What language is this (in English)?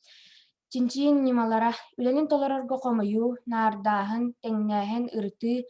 Yakut